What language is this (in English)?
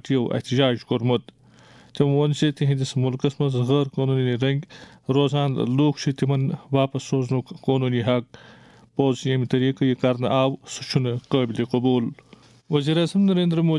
Kashmiri